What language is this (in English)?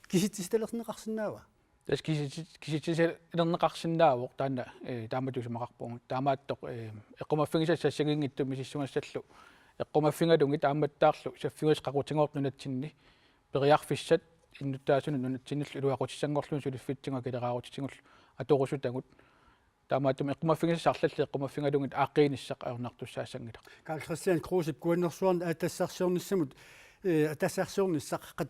Kalaallisut